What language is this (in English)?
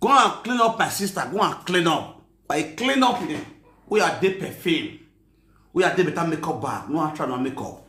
Nigerian Pidgin